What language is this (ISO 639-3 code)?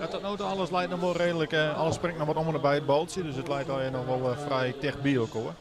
fry